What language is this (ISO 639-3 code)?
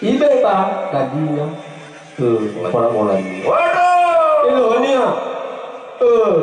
nia